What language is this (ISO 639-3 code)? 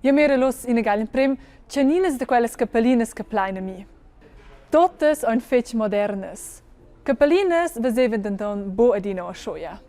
roh